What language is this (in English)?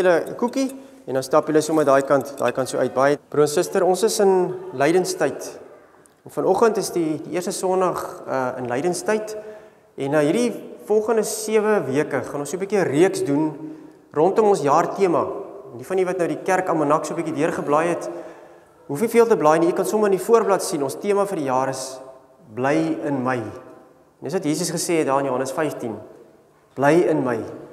Afrikaans